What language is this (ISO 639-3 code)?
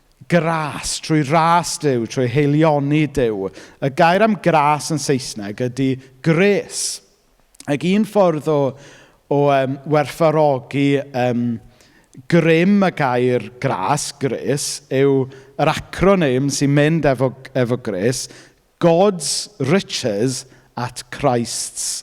cym